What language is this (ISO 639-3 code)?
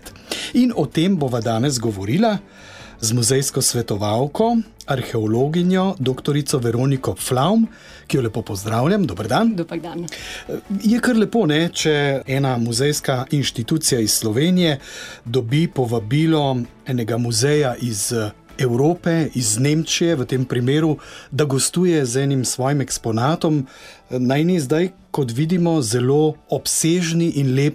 slv